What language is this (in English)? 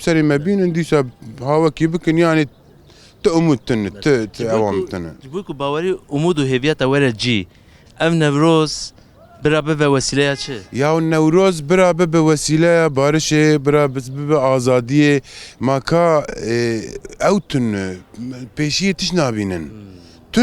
Kurdish